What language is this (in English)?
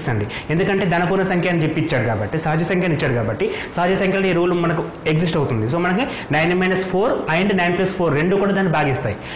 Telugu